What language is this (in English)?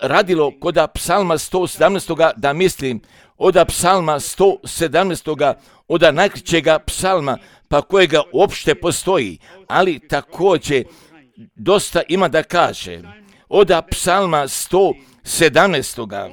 Croatian